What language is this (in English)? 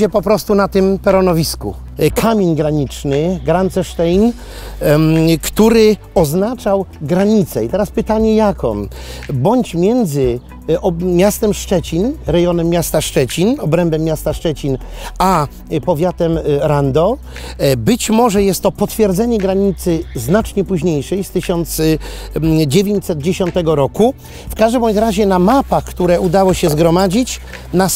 Polish